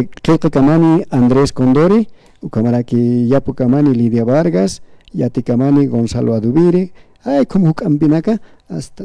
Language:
Aymara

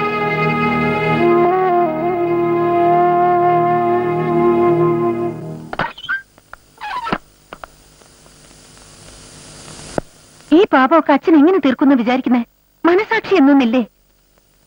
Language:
Malayalam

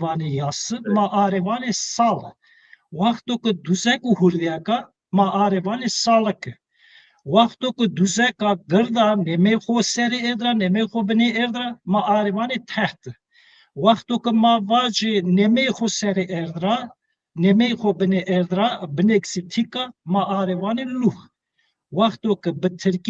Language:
Zaza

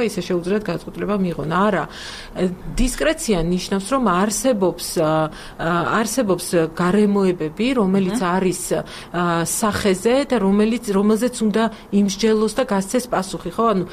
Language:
Georgian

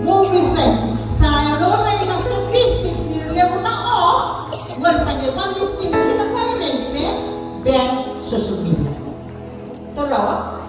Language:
Fijian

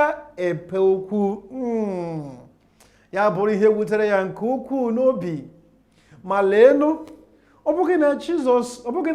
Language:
Igbo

